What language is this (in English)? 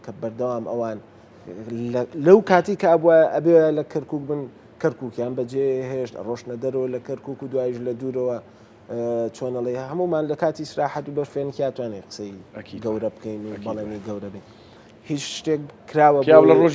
Central Kurdish